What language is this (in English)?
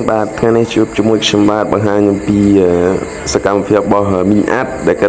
Khmer